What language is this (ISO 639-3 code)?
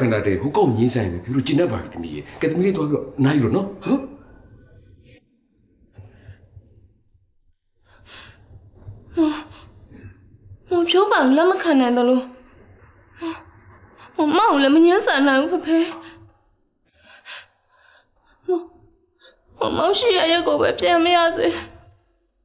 mya